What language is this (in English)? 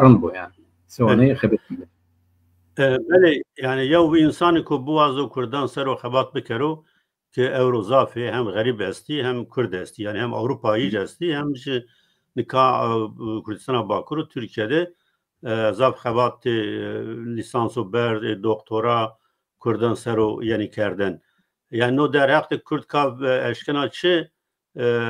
Zaza